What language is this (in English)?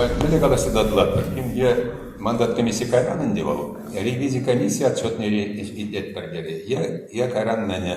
Chuvash